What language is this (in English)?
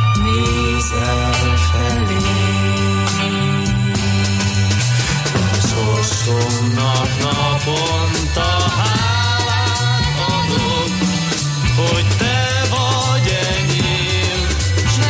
Hungarian